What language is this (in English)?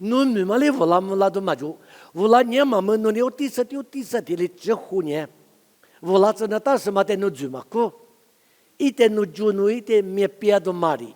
Lisu